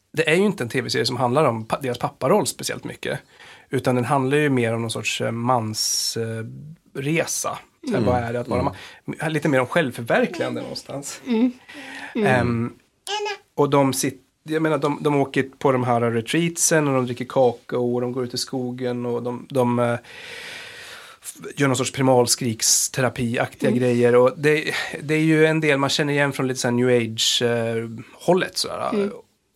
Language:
Swedish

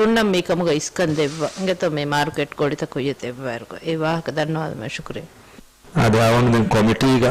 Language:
Divehi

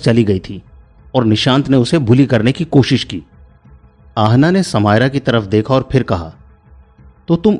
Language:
Hindi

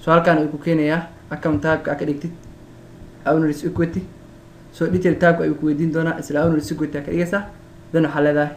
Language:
Somali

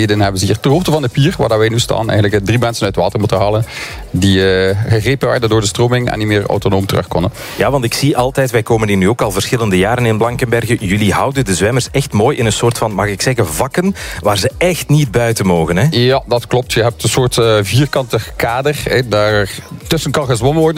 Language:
Dutch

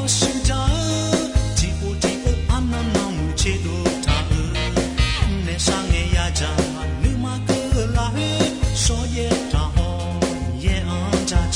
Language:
Akha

